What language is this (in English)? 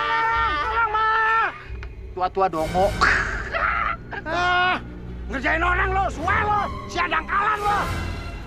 Indonesian